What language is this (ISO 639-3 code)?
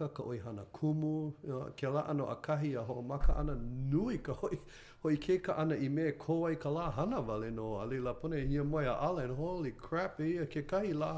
haw